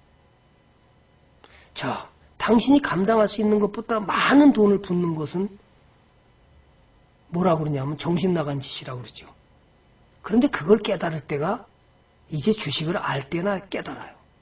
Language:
Korean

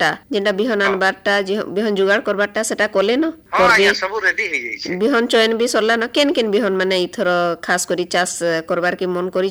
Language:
Odia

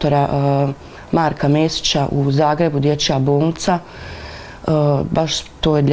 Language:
Bosnian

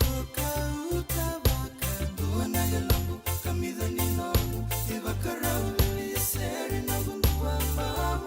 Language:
Fijian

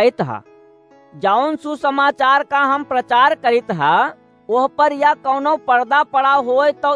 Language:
Awadhi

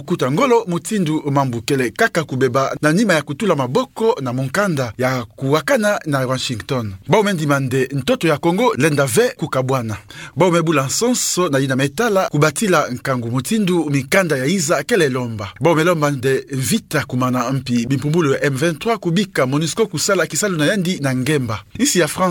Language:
Kituba (Democratic Republic of Congo)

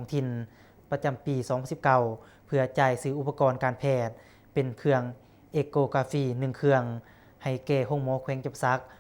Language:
Lao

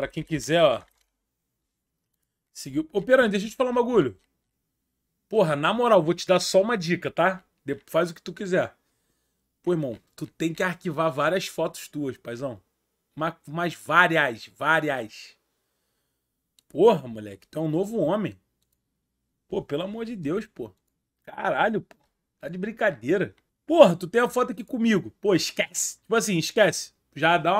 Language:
Portuguese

